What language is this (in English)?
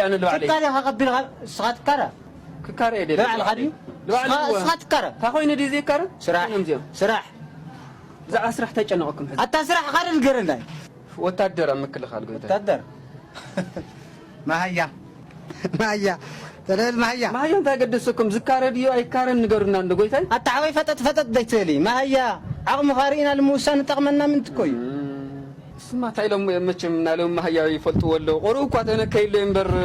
Tigrinya